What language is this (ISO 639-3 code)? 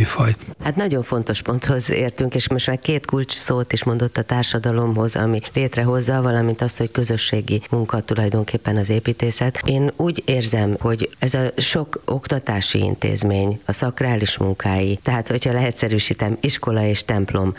hun